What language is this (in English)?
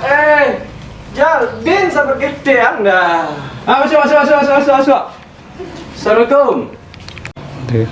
Minangkabau